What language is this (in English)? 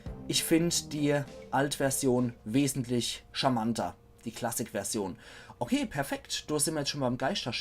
Palatine German